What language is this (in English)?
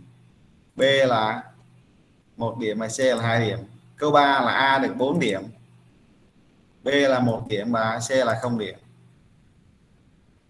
Vietnamese